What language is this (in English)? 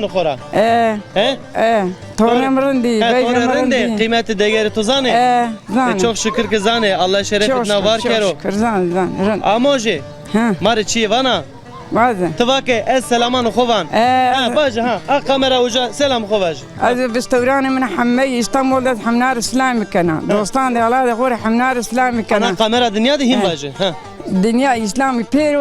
Zaza